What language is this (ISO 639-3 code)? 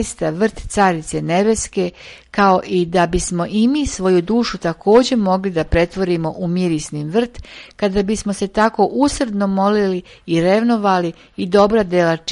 srp